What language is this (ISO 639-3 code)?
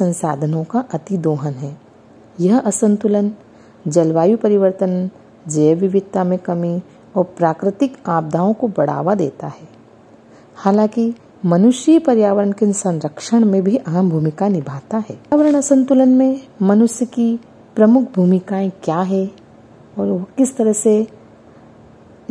hin